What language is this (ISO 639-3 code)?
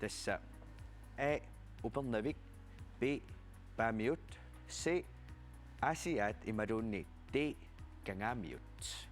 kal